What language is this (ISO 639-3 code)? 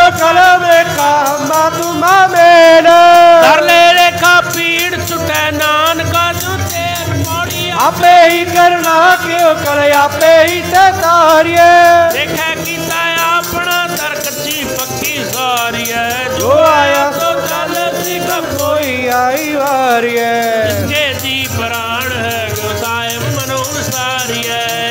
pan